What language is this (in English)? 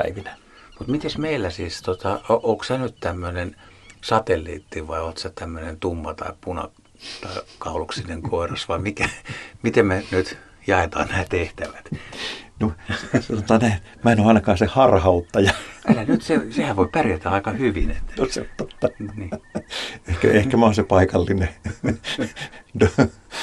Finnish